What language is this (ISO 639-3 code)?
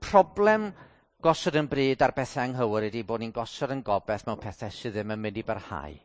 cym